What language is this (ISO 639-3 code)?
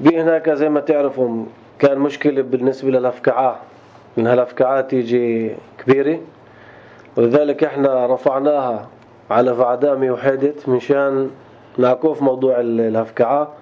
apc